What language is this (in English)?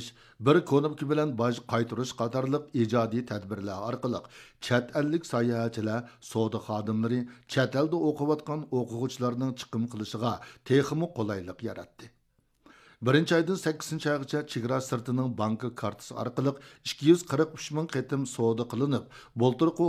Uyghur